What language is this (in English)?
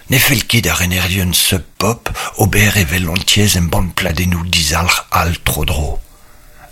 Breton